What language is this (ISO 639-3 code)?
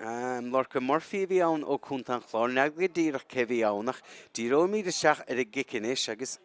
gle